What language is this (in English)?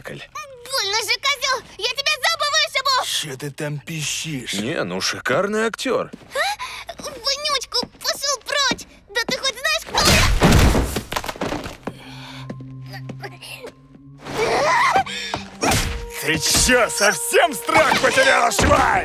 Russian